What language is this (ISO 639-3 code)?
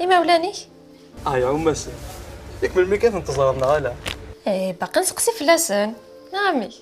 kab